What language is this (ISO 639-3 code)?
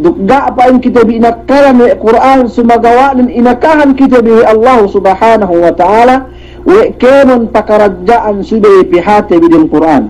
yka